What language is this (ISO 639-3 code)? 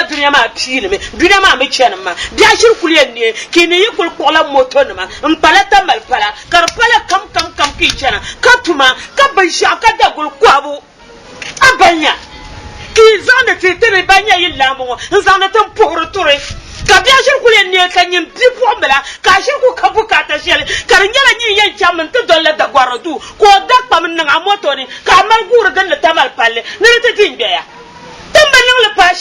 dag